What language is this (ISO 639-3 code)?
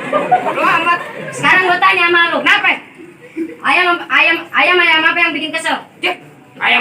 bew